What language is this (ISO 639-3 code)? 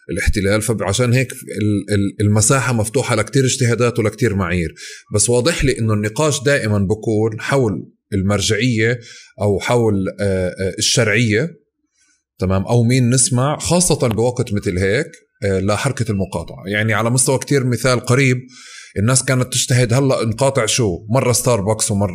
apc